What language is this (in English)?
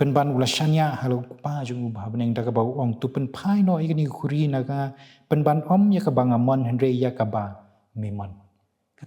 Khasi